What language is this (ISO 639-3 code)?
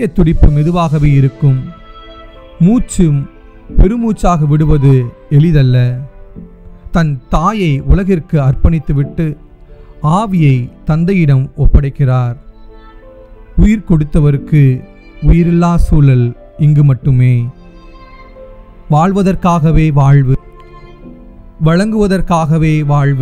tam